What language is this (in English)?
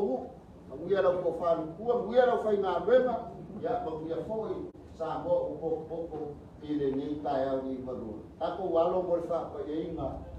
Samoan